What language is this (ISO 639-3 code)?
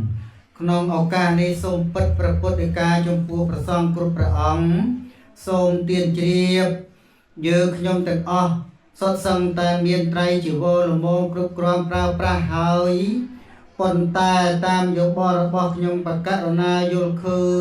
khm